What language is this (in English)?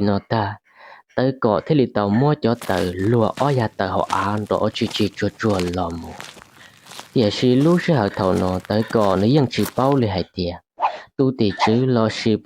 Hmong